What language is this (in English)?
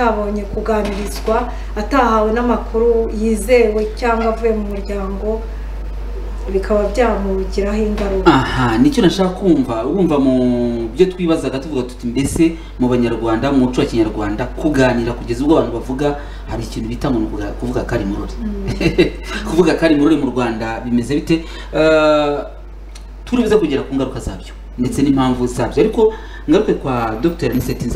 Kinyarwanda